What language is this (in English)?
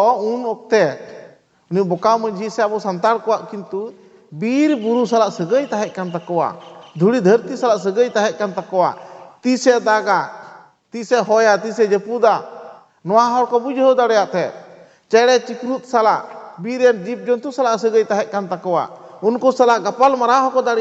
Santali